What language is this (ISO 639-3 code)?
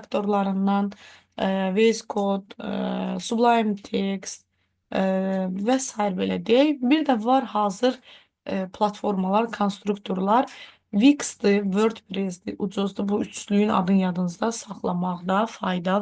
aze